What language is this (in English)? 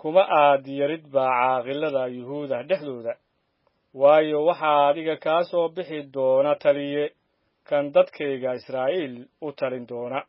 Somali